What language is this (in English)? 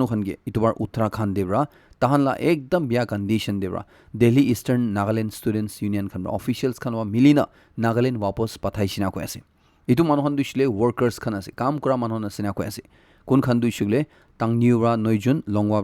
Naga Pidgin